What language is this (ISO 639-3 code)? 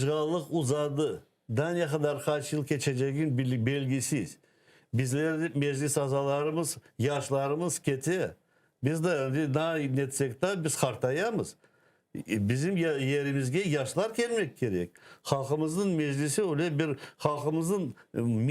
crh